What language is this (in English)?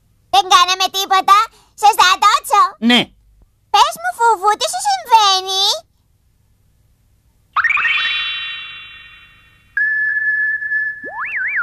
Greek